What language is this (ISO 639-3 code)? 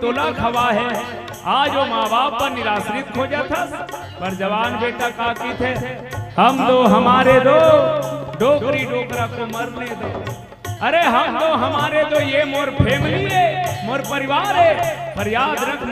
hne